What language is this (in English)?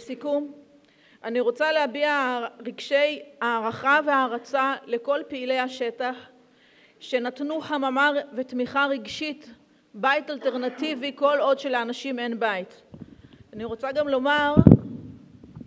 Hebrew